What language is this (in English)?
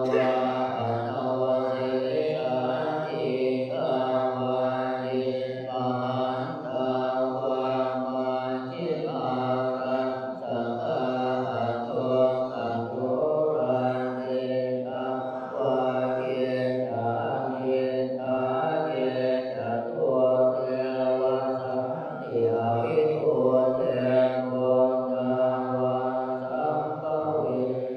Pali